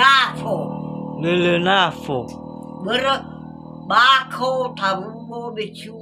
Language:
Nias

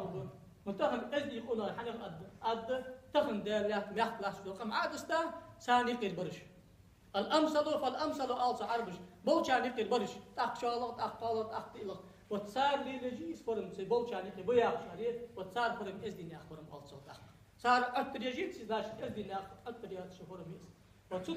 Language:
Ingush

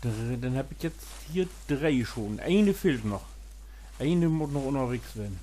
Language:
Low German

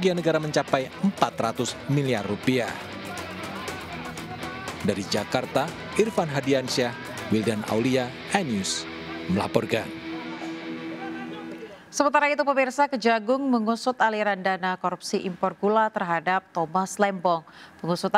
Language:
Indonesian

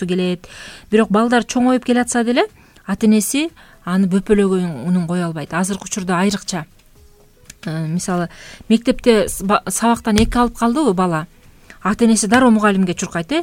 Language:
Kyrgyz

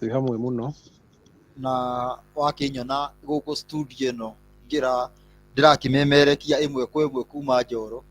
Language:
Kikuyu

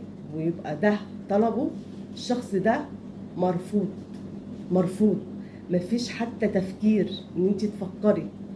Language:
Egyptian Arabic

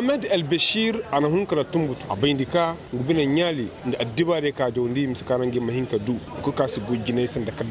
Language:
Koyraboro Senni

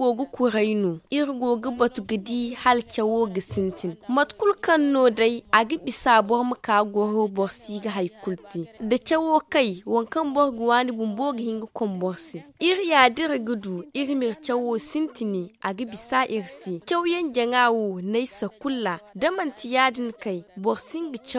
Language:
Zarma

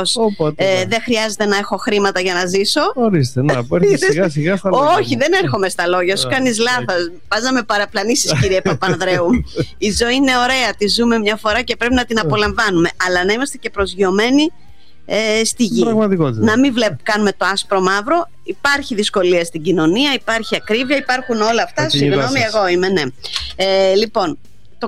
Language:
Greek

